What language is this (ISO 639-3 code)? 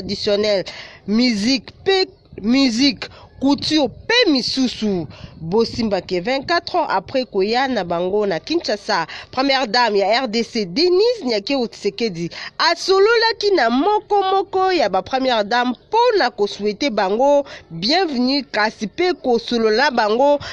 lin